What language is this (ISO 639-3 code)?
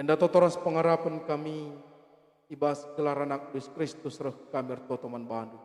btx